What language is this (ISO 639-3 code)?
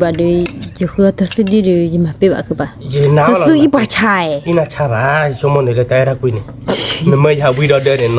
ksw